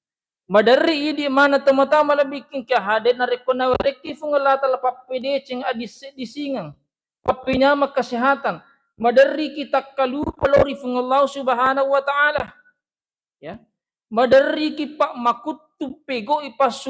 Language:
Buginese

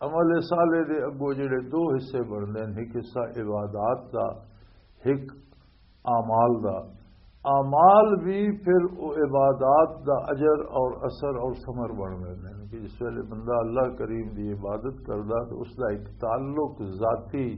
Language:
Western Panjabi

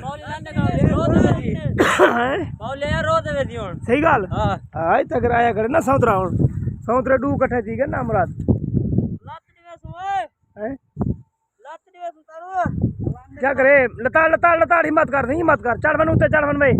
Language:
Saraiki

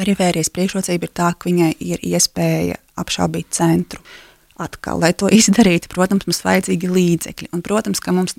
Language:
Latvian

